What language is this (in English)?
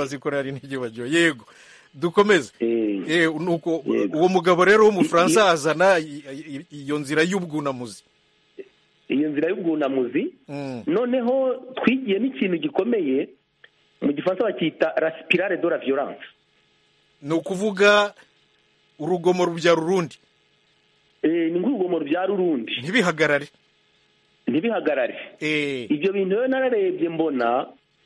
Kinyarwanda